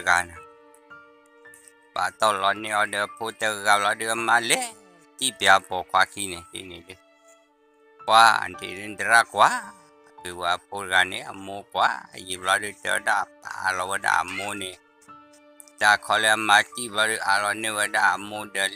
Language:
S'gaw Karen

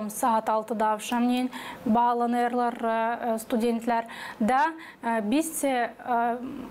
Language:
Gagauz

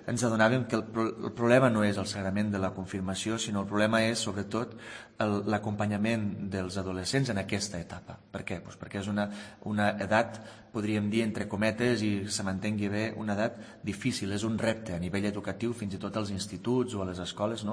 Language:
Catalan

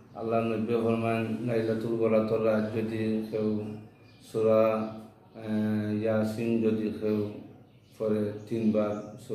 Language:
Bangla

